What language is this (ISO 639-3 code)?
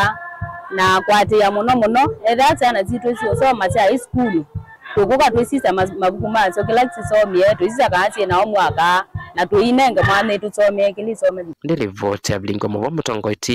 kam